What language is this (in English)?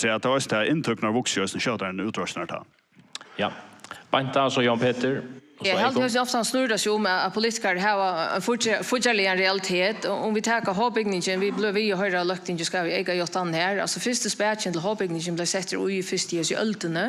Faroese